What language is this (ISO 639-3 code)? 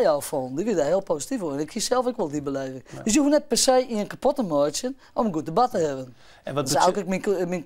fry